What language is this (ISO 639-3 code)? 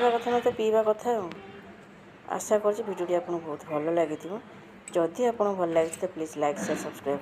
ori